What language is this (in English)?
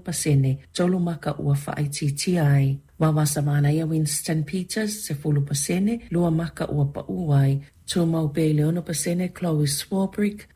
Samoan